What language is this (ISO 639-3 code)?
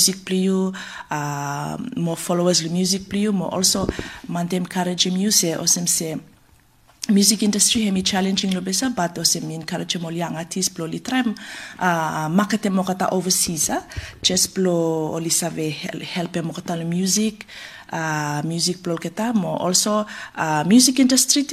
bis